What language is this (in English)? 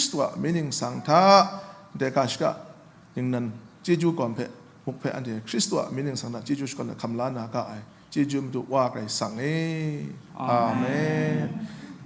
Kachin